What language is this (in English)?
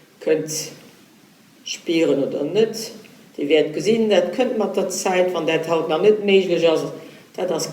Luxembourgish